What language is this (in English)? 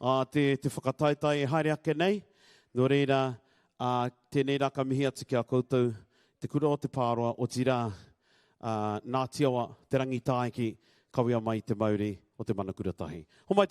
Māori